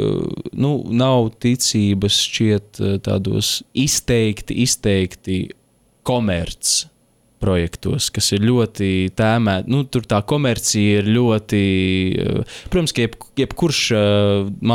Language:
Latvian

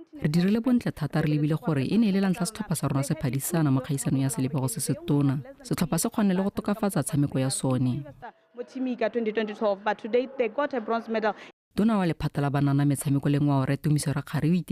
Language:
Tswana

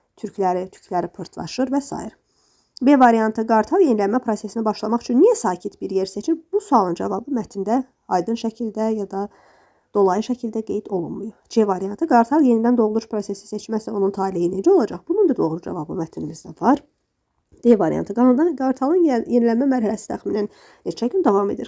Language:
Azerbaijani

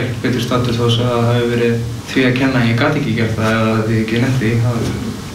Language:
Icelandic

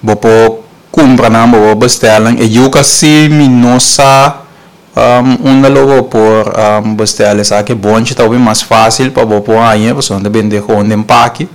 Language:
Papiamento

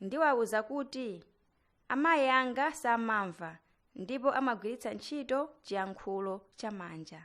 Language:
Nyanja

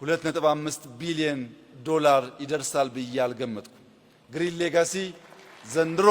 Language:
Amharic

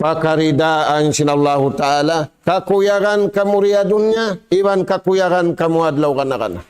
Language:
Tausug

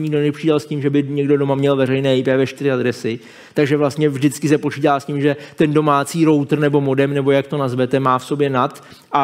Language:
Czech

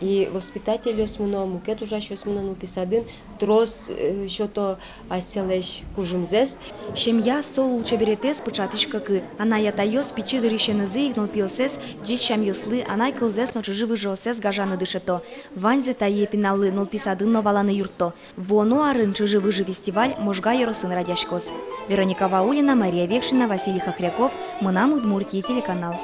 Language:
Udmurt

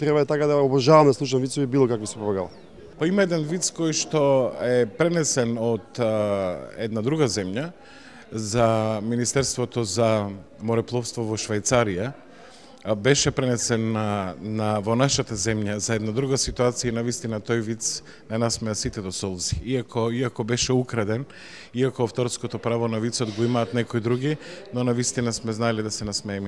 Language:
Macedonian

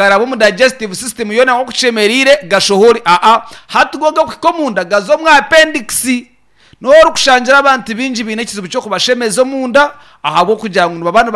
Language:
Nyankole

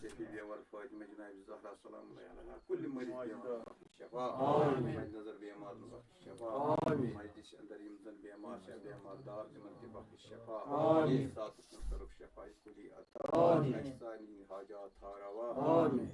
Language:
Kashmiri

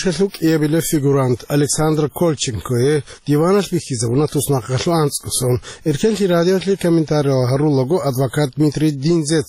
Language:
Avaric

